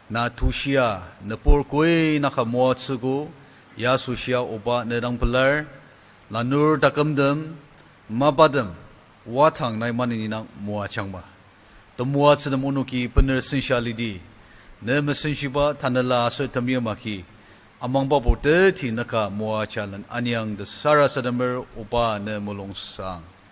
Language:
Ao Naga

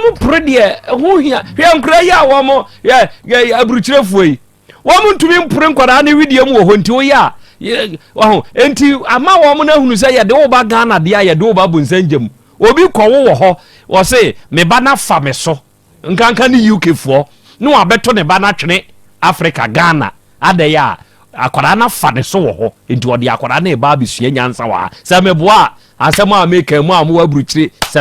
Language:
Akan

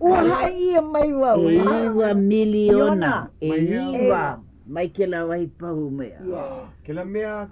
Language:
Hawaiian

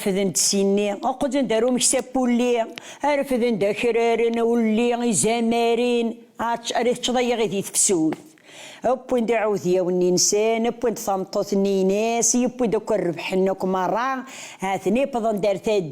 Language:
Kabyle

